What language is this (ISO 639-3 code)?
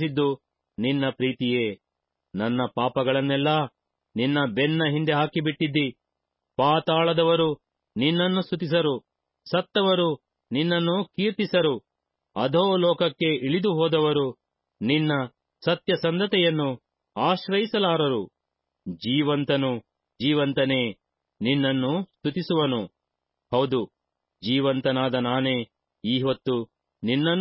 kan